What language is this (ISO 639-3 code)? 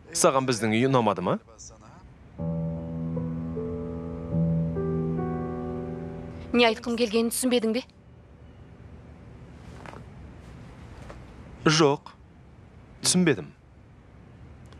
kaz